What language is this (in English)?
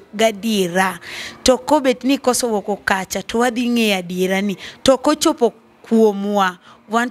Luo (Kenya and Tanzania)